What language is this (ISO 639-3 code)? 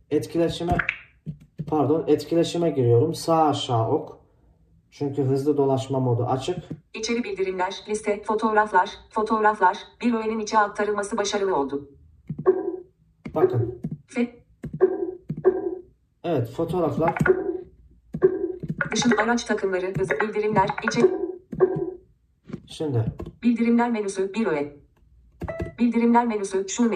tur